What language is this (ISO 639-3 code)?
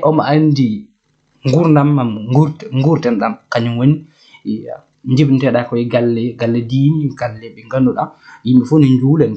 ful